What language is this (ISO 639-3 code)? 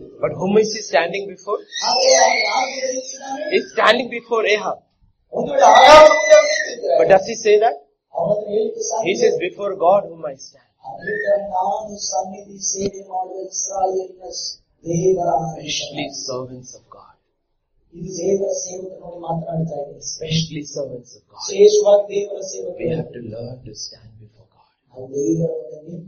kan